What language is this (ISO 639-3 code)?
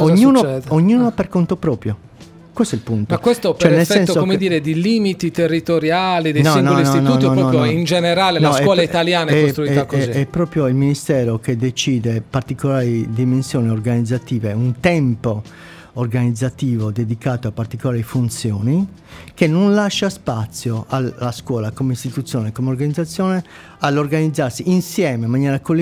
ita